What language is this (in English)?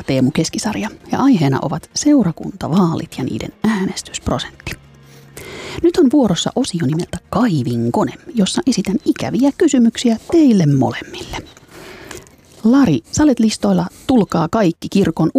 Finnish